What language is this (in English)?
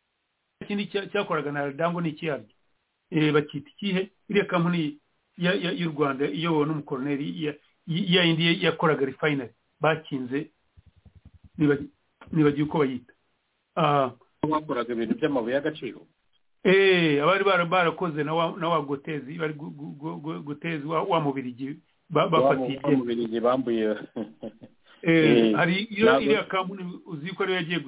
Kinyarwanda